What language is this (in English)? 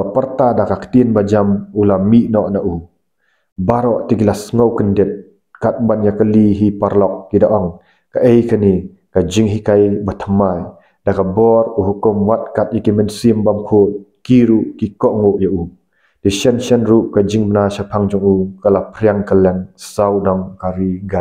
Khasi